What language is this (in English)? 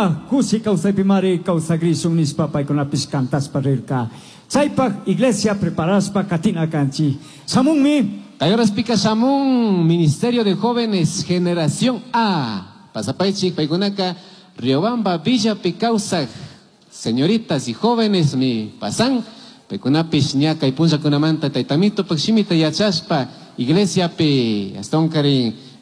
Chimborazo Highland Quichua